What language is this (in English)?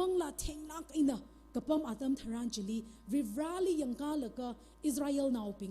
Tangkhul Naga (India)